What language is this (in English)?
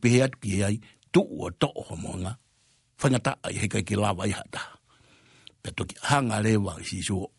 Tongan